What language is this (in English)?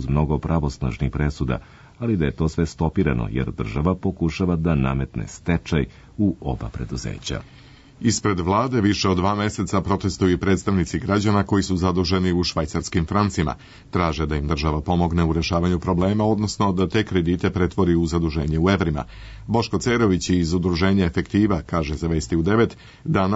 Serbian